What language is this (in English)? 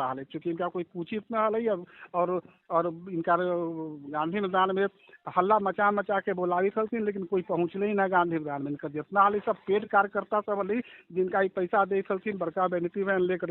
Magahi